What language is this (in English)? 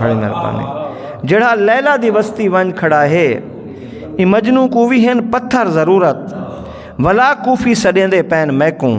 Saraiki